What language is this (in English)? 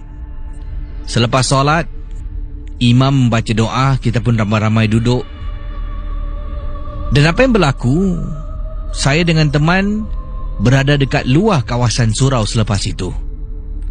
Malay